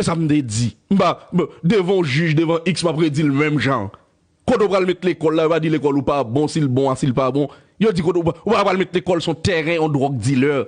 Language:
Haitian Creole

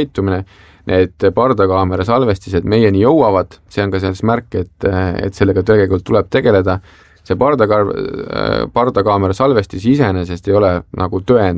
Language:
Estonian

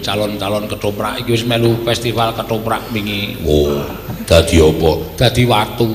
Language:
Javanese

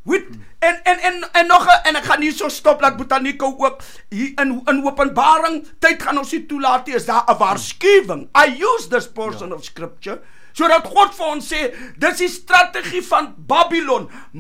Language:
Afrikaans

